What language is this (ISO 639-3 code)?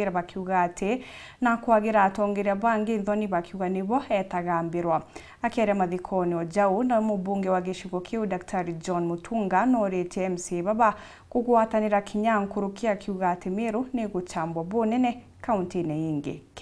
mer